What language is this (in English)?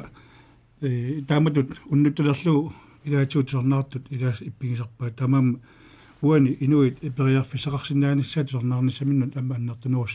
Kalaallisut